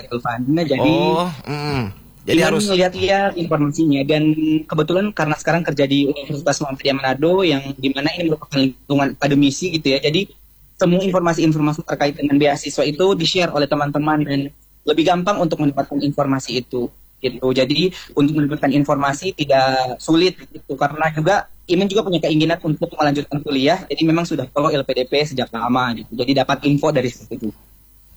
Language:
Indonesian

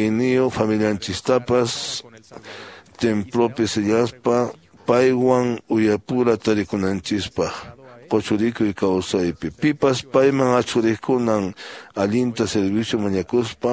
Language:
Quechua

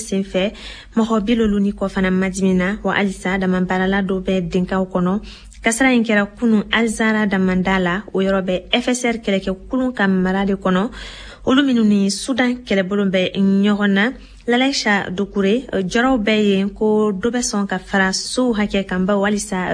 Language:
Bambara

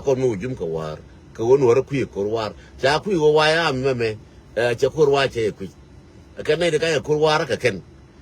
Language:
Nuer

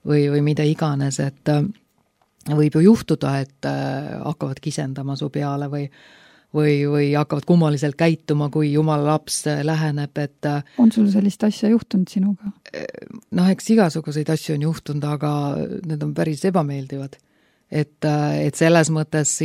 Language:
Estonian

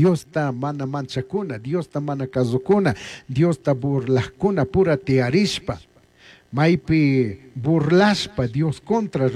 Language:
Chimborazo Highland Quichua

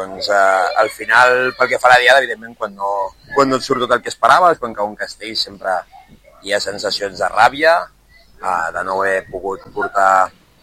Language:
Catalan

